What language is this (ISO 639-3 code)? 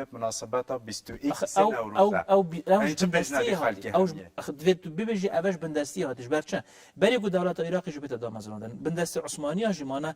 kur